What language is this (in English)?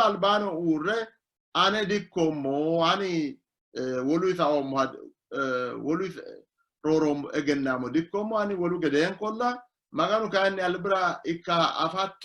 Sidamo